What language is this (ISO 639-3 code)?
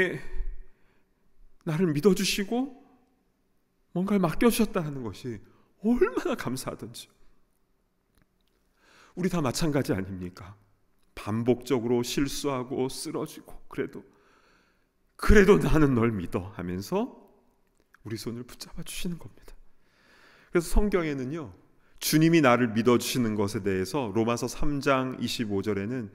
kor